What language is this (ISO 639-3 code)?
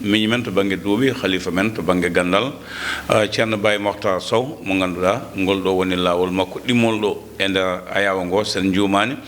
ful